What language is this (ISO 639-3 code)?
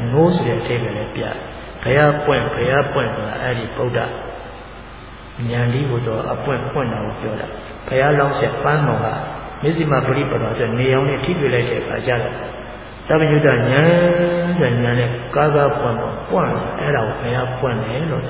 mya